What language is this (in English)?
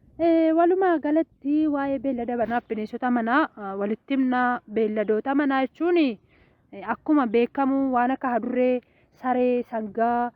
Oromo